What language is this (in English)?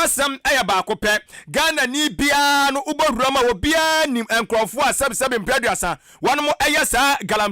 Akan